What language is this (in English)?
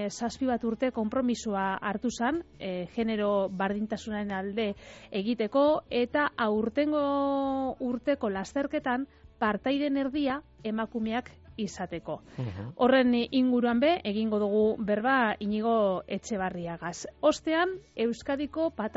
Basque